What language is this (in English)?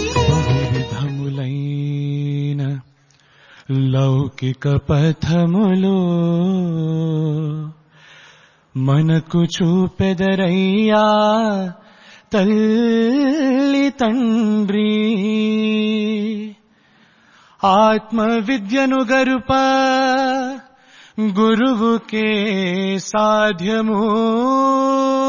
Telugu